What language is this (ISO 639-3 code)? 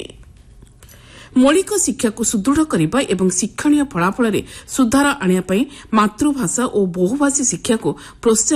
ori